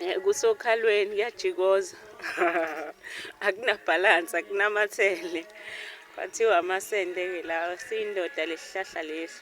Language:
Zulu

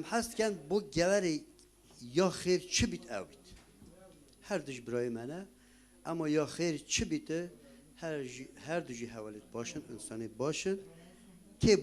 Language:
Kurdish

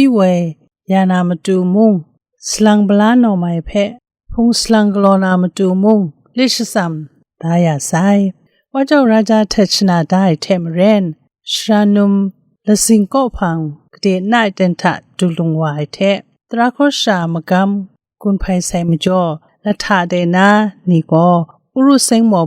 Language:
Kachin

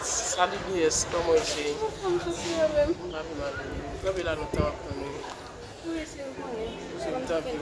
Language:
Haitian Creole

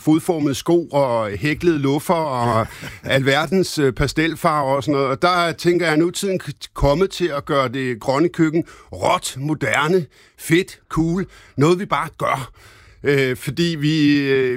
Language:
Danish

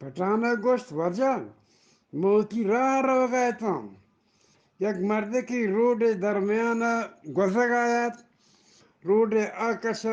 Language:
Eastern Balochi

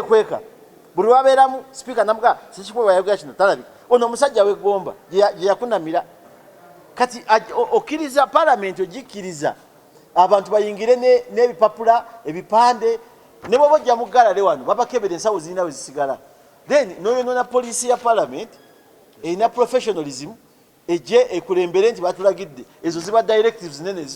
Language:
Ganda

